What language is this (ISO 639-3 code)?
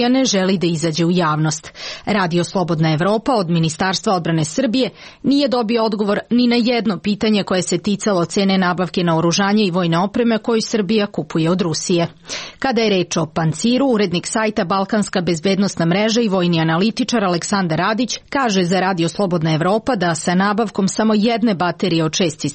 srp